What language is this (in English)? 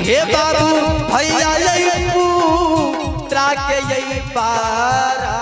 Maithili